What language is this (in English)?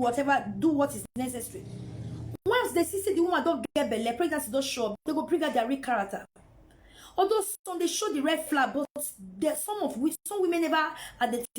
Nigerian Pidgin